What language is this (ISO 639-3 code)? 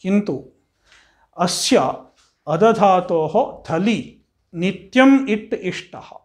san